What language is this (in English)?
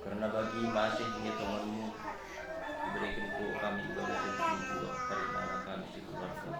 Batak Karo